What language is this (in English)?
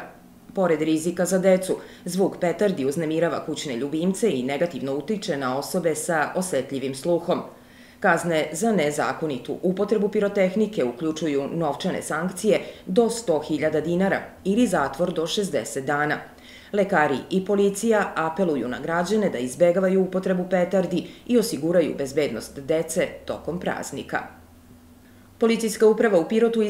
Serbian